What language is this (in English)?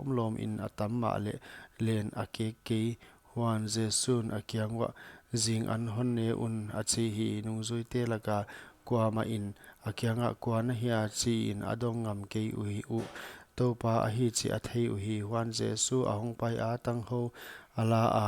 Paite Chin